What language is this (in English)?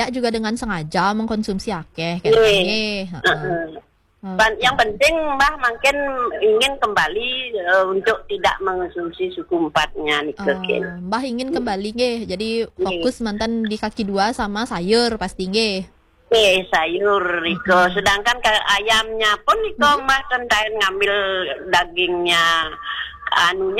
Balinese